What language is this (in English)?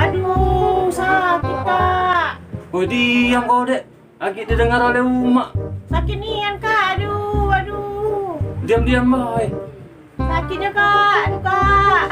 Musi